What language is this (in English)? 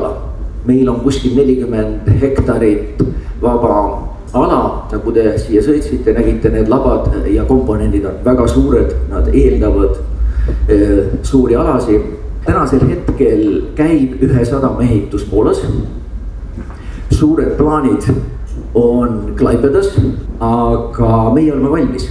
Estonian